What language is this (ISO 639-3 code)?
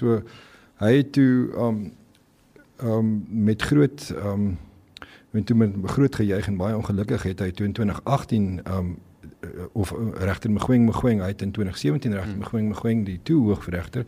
afr